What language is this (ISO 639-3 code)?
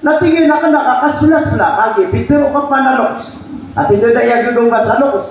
mrw